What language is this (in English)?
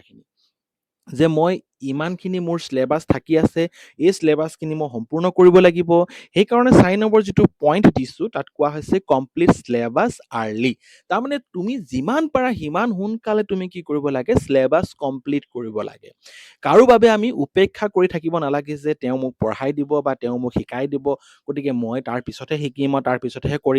Assamese